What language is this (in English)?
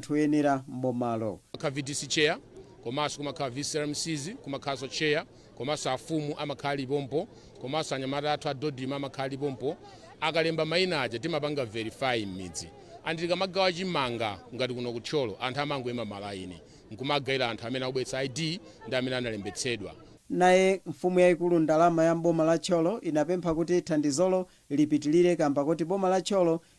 Nyanja